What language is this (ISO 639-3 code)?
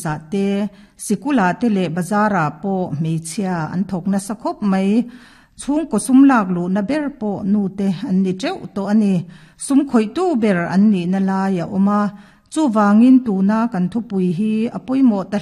lus